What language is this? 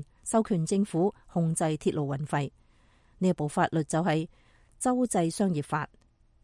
Cantonese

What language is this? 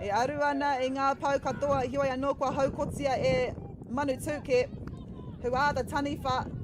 Māori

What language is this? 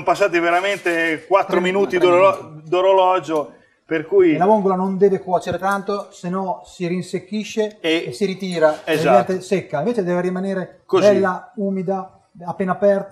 Italian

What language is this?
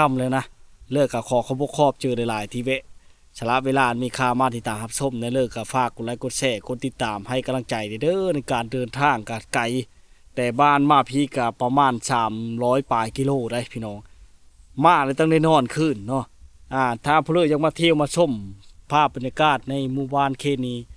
Lao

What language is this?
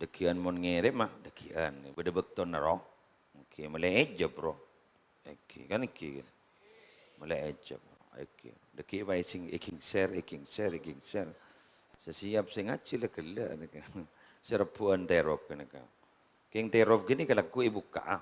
Madurese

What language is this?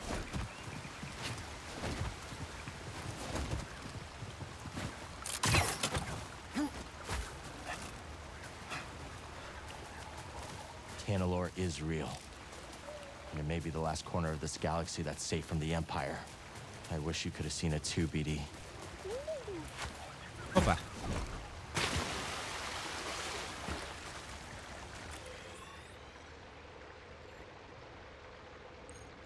Hungarian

